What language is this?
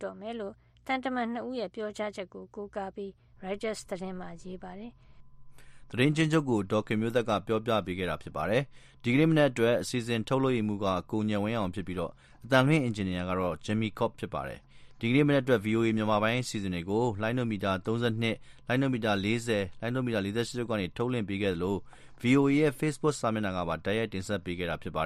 Burmese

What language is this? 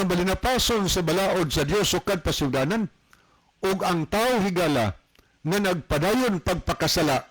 Cebuano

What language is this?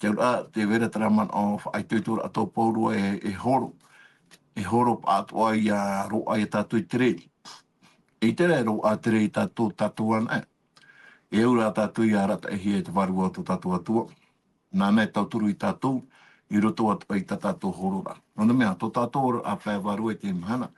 Tahitian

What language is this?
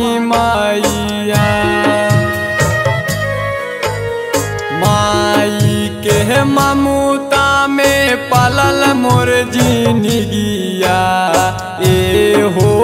Bhojpuri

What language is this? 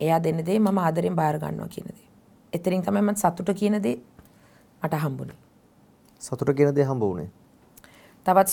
Sinhala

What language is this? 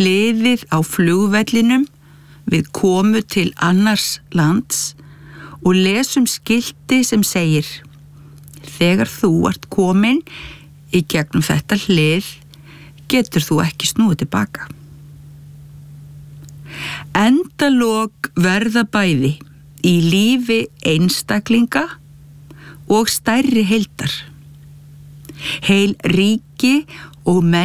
Icelandic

